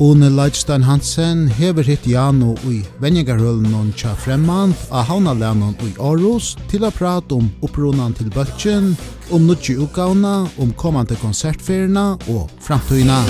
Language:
Faroese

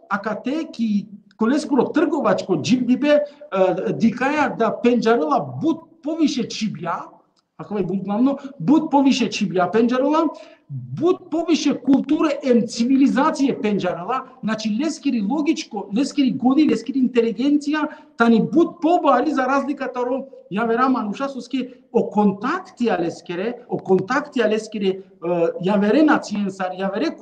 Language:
Balkan Romani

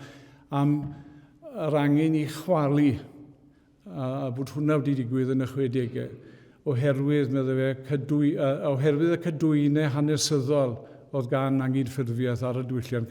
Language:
Welsh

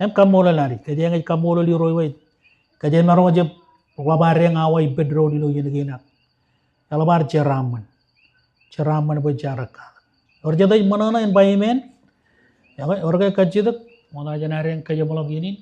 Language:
Marshallese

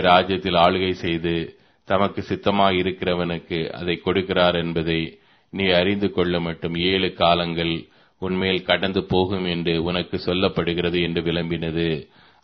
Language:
Tamil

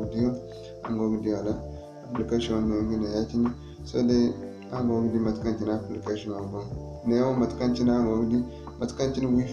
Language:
Zarma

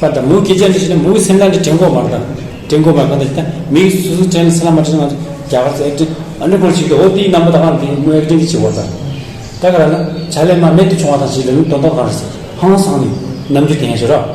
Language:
Amdo Tibetan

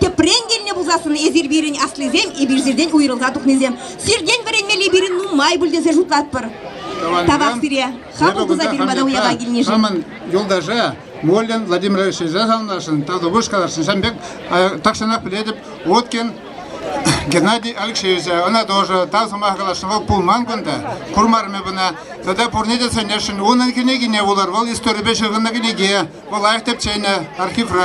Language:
Chuvash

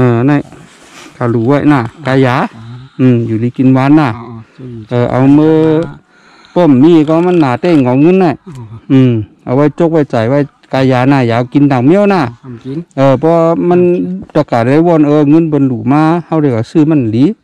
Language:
Shan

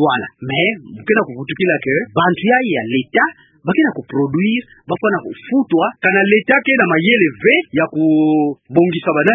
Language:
Kituba (Democratic Republic of Congo)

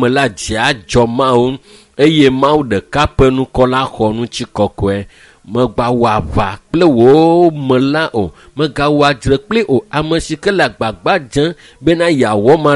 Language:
Ewe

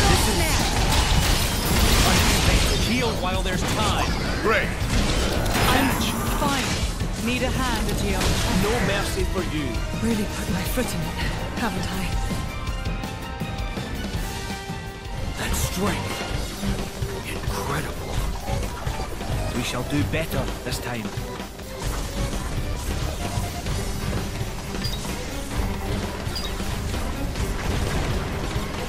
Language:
English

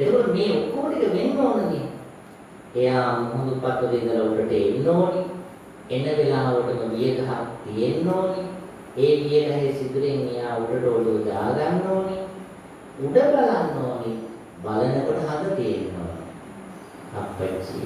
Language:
Sinhala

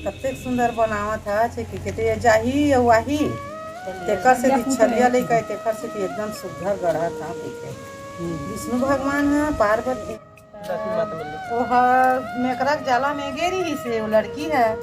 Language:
Chhattisgarhi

